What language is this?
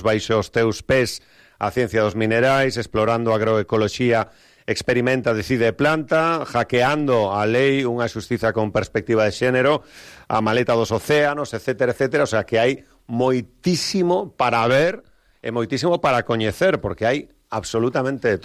Galician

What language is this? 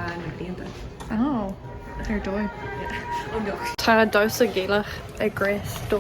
Irish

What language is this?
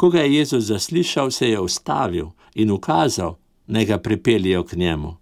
Slovenian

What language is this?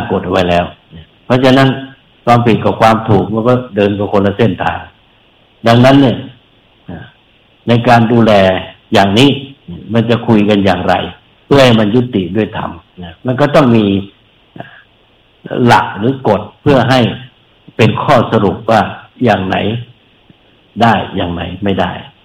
Thai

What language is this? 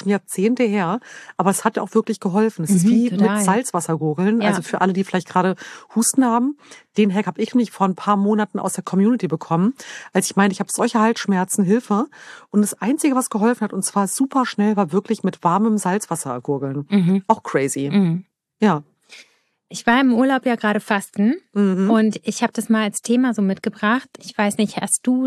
German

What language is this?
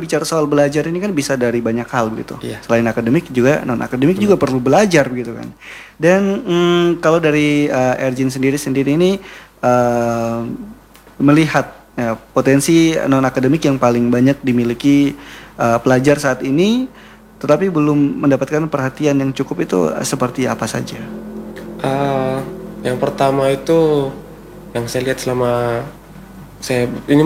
Indonesian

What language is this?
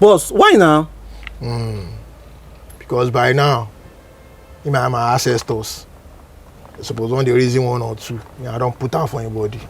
Nigerian Pidgin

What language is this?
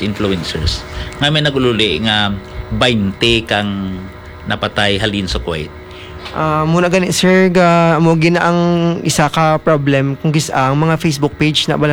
Hiligaynon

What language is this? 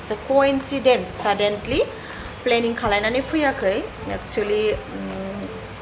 Bodo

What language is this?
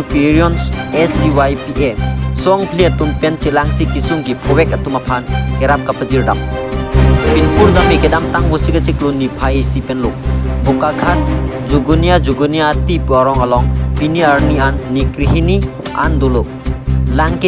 Karbi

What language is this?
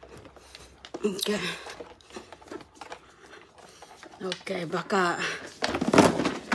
Filipino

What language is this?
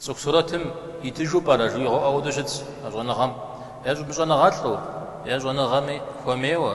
Kabardian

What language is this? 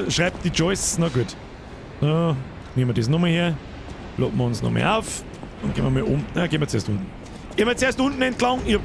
Bavarian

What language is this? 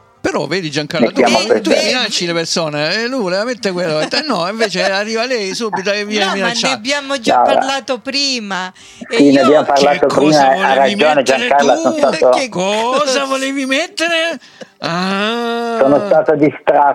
Italian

